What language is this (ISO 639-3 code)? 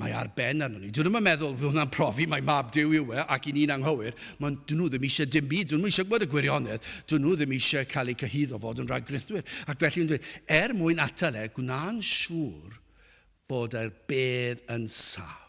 cym